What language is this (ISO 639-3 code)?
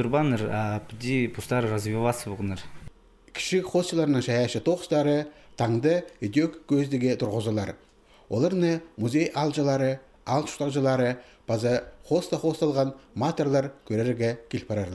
kjh